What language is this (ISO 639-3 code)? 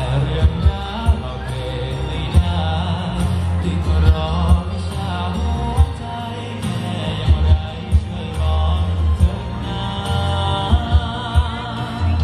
tha